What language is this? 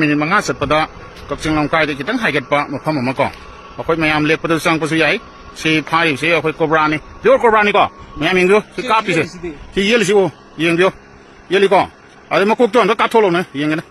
Manipuri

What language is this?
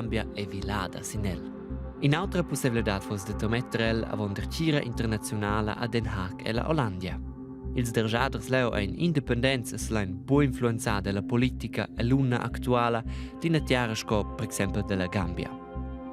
Romansh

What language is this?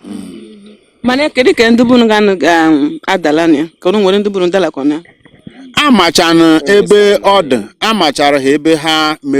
Igbo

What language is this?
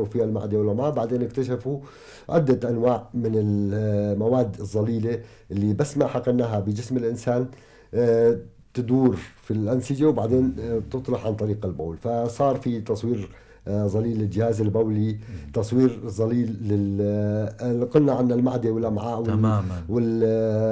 North Levantine Arabic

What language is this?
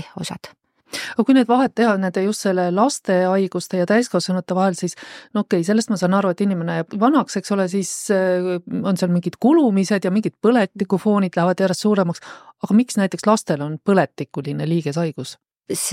Estonian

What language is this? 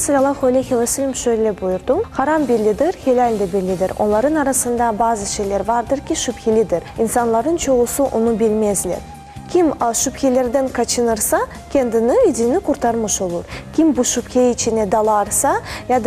Crimean Tatar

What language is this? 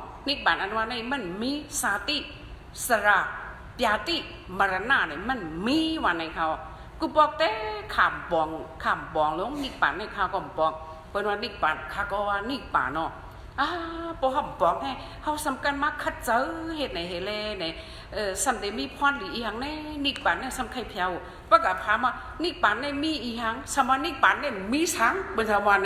Shan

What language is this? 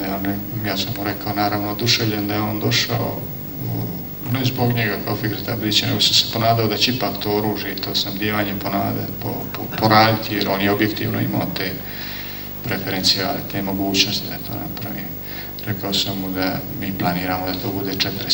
Bosnian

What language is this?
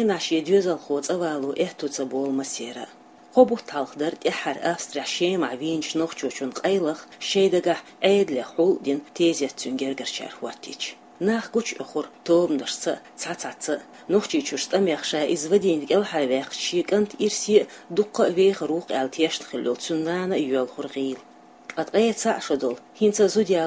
Chechen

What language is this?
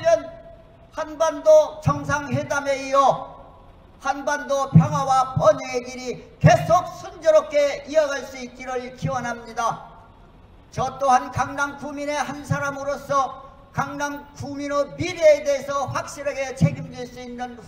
Korean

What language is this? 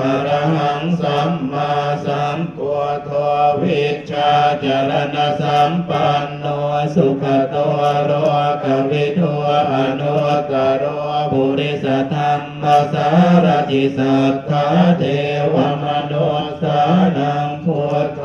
Pali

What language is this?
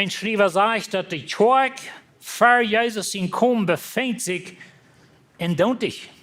Plautdietsch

